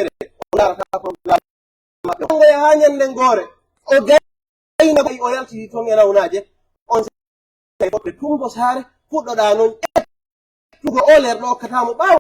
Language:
Pular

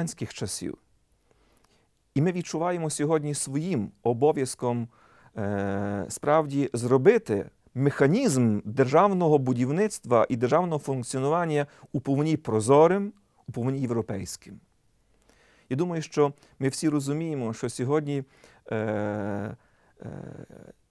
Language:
Ukrainian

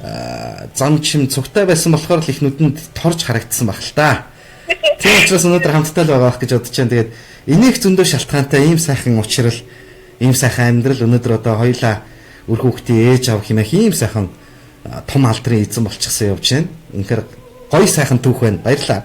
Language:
Mongolian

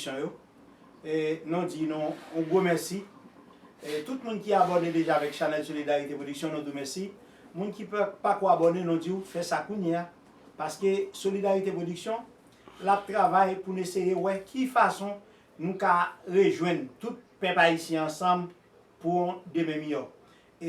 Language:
Haitian Creole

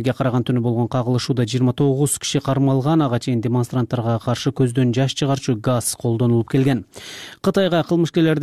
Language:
Kyrgyz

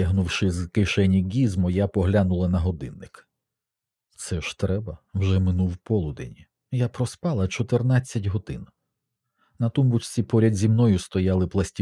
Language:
Ukrainian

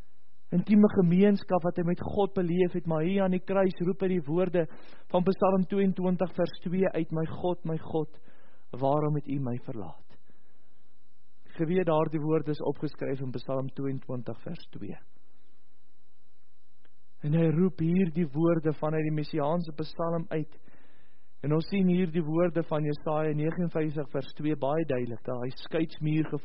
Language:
Afrikaans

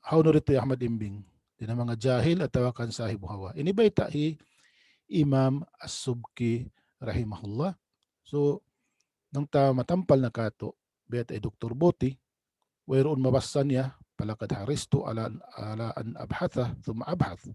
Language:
Tausug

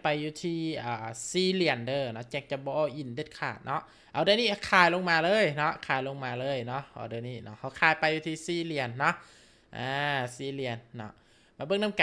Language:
Lao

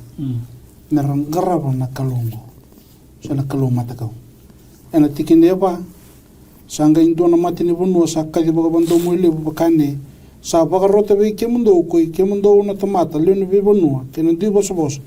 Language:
Fijian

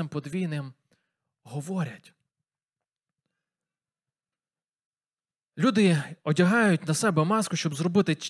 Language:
Ukrainian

